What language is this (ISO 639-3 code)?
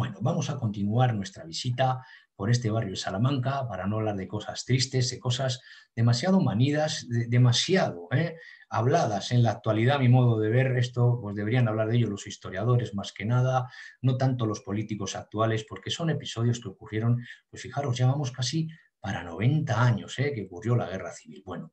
spa